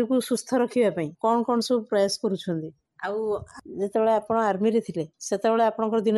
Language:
Odia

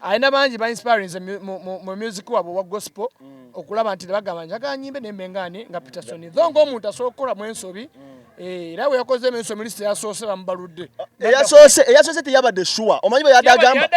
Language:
Nyankole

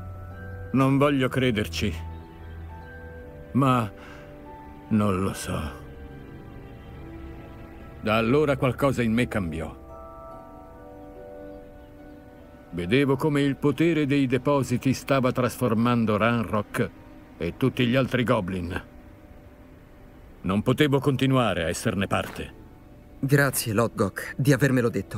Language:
Italian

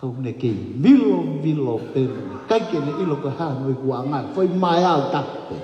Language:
Tongan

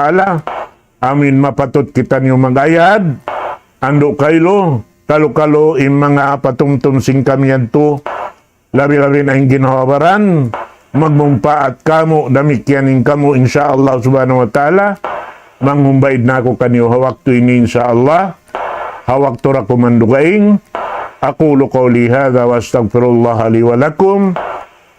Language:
Tausug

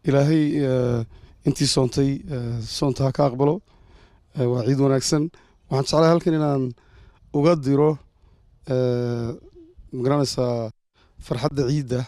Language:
Somali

